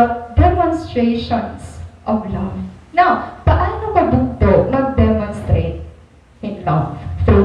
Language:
Waray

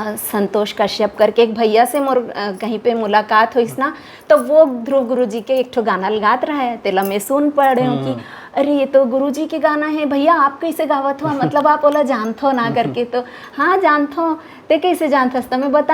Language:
Chhattisgarhi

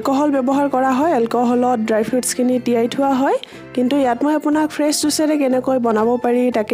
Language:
Assamese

